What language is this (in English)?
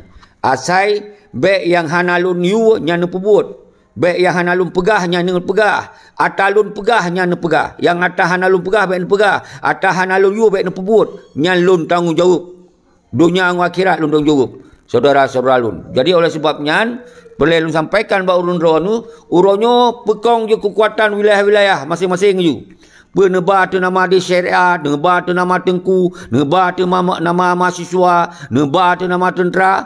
Achinese